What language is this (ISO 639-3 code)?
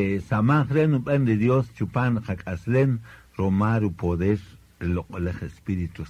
cak